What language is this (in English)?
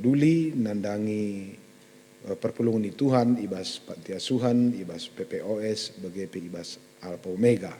Batak Karo